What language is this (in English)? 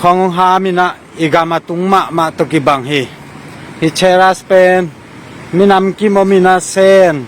Tedim Chin